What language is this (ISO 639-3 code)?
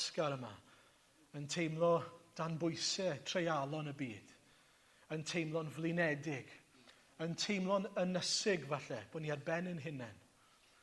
cym